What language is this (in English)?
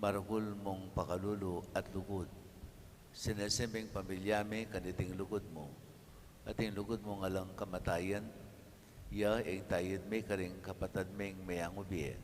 Pampanga